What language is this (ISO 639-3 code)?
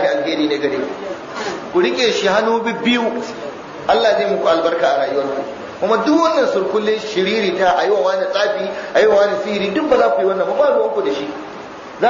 hau